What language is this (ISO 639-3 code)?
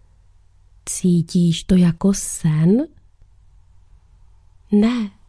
ces